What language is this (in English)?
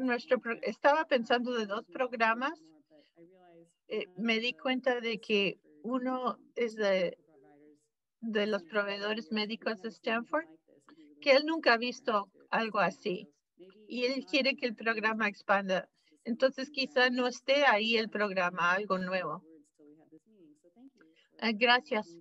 Spanish